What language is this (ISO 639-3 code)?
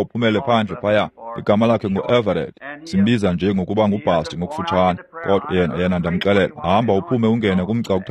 xho